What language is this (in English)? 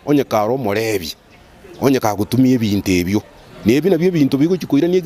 Gusii